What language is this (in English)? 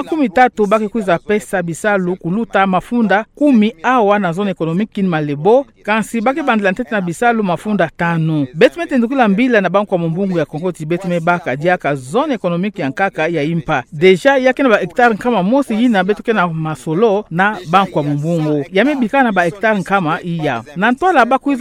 Kituba (Democratic Republic of Congo)